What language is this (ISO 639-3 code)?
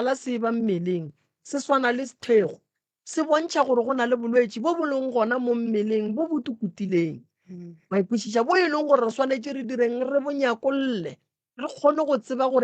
nso